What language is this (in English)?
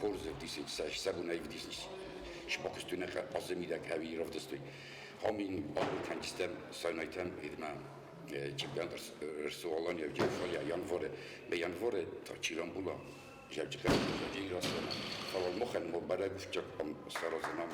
Ossetic